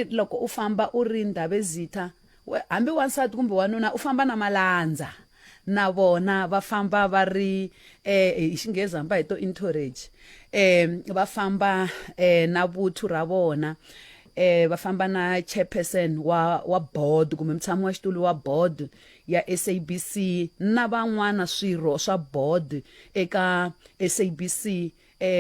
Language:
Tsonga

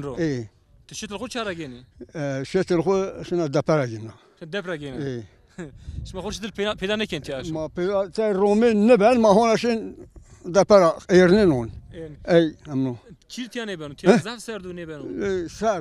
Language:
Zaza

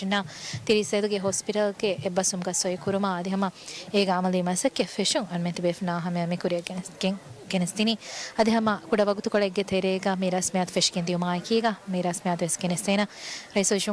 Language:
Divehi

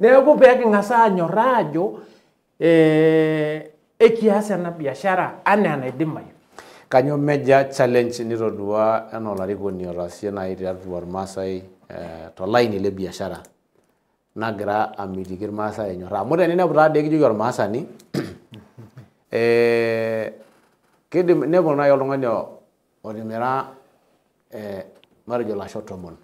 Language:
Masai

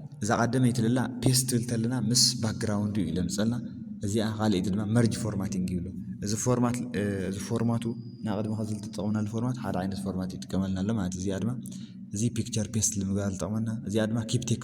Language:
Tigrinya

